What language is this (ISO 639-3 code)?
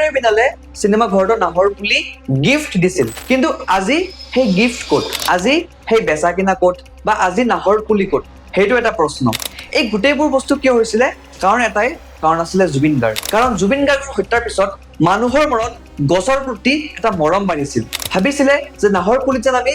asm